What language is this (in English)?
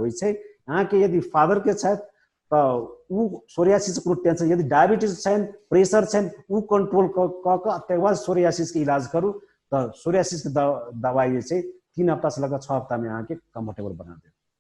Maithili